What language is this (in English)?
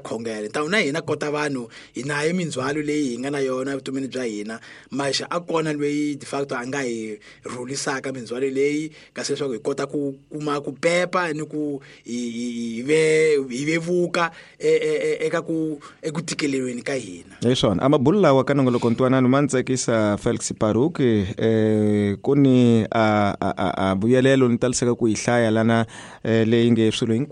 Tsonga